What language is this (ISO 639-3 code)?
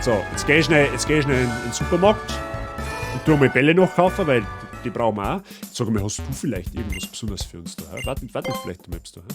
bar